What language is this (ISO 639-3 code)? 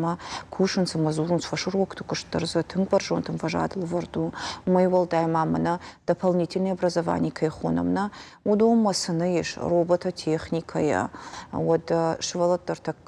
oss